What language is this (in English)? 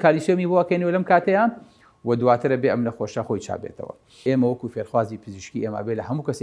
Central Kurdish